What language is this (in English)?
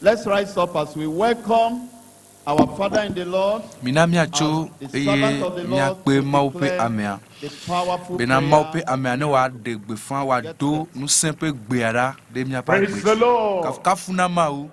Ewe